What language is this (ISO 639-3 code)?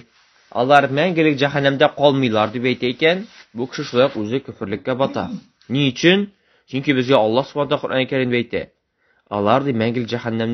tat